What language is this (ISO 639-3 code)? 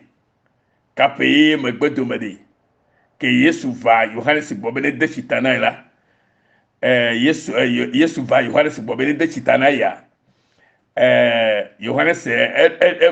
ewe